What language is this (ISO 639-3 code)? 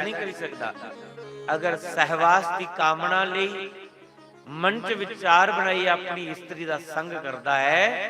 doi